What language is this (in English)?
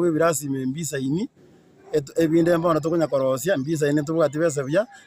Gusii